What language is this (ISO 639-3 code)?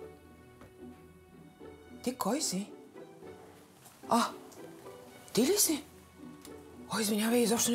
bul